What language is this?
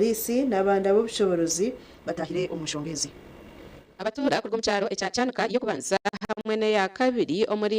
Nyankole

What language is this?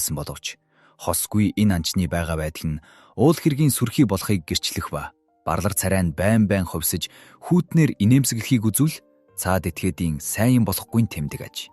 Mongolian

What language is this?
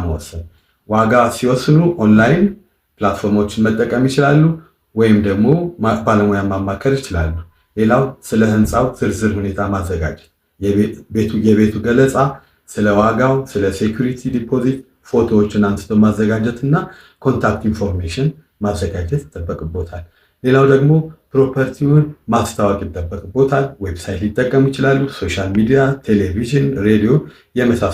Amharic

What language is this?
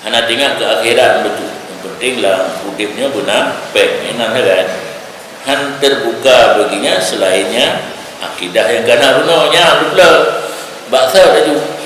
Achinese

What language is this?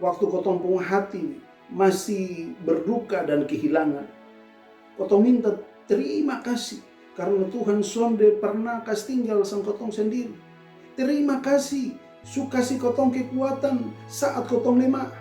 Kupang Malay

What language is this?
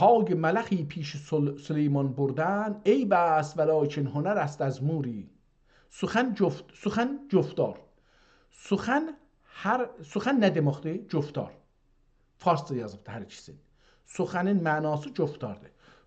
South Azerbaijani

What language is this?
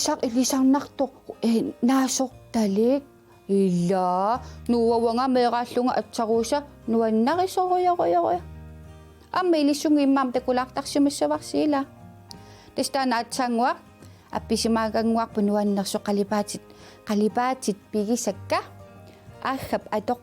Kalaallisut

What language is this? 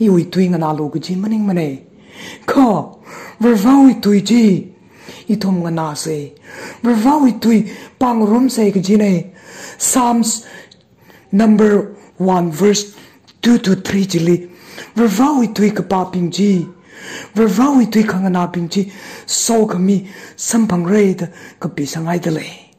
Tangkhul Naga (India)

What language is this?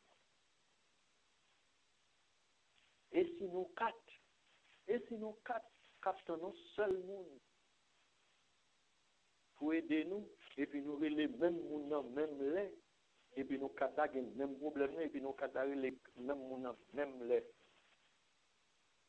French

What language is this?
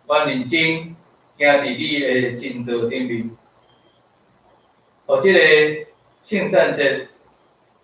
Min Nan Chinese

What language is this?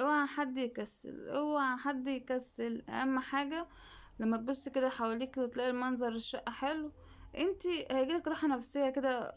Egyptian Arabic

